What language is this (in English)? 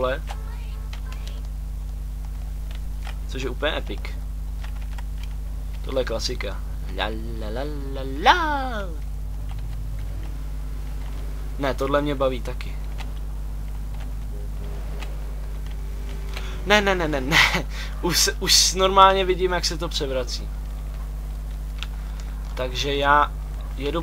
Czech